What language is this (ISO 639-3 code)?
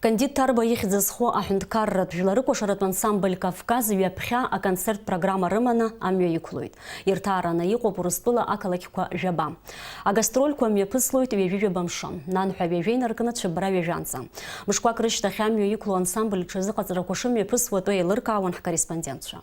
abk